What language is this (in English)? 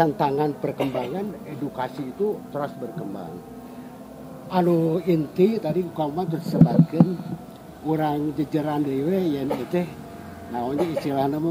Sundanese